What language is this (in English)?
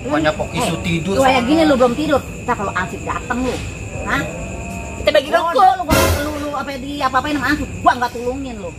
Betawi